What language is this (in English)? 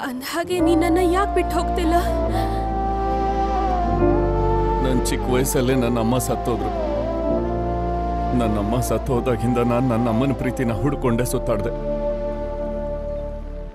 Kannada